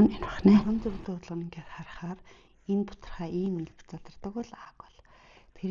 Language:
Mongolian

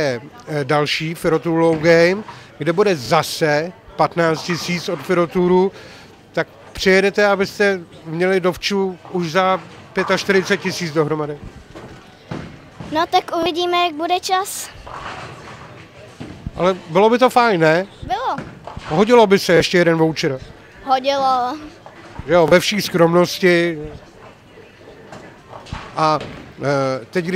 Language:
Czech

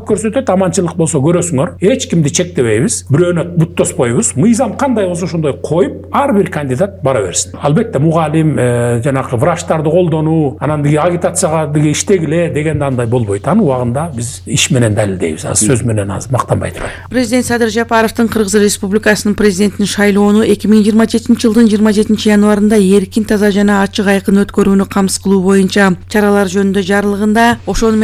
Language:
Kyrgyz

